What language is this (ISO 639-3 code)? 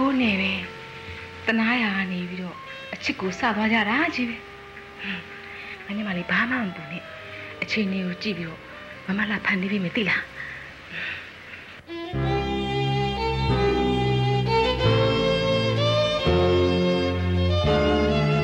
mya